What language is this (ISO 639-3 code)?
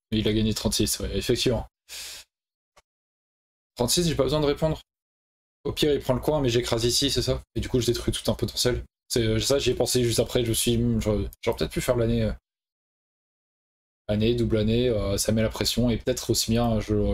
fra